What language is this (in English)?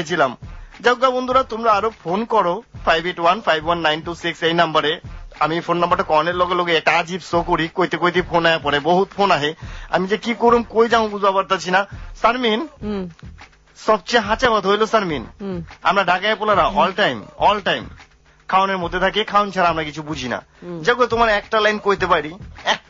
Bangla